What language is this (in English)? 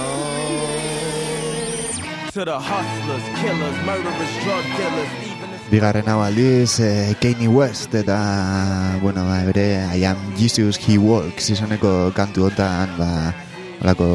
Basque